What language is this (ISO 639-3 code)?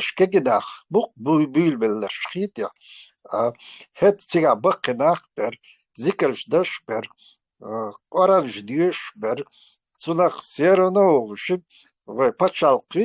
che